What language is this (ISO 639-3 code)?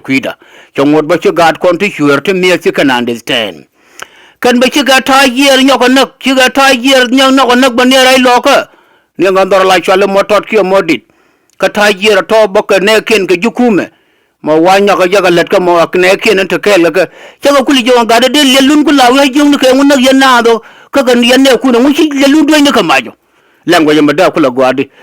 nus